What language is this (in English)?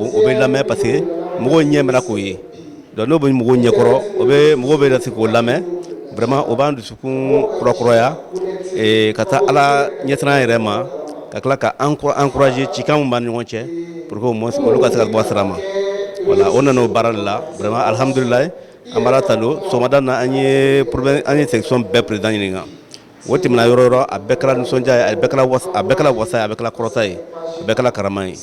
Bambara